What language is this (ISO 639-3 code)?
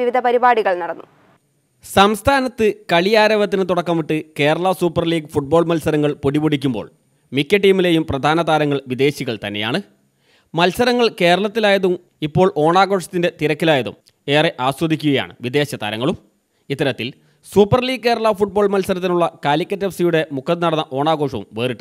mal